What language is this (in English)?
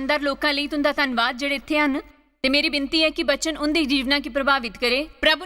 Dogri